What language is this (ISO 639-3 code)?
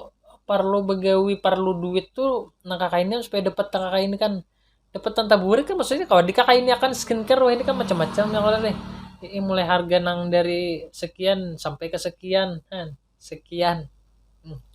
bjn